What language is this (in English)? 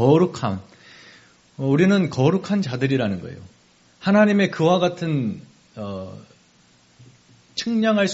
Korean